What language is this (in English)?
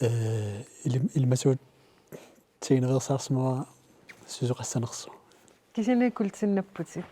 Kalaallisut